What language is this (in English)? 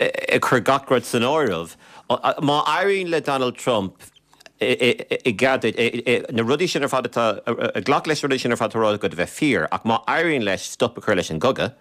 Irish